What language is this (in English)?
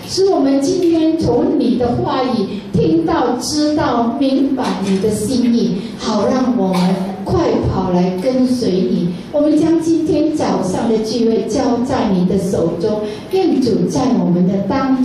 Chinese